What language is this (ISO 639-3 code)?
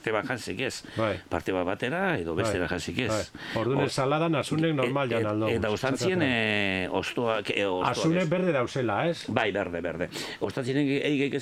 eus